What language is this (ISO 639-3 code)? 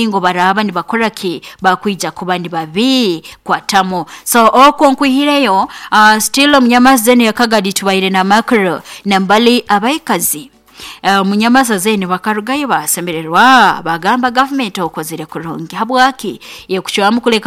nyo